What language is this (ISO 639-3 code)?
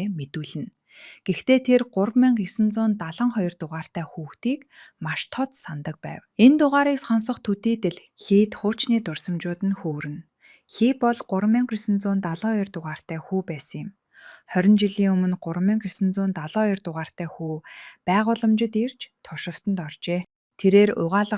mon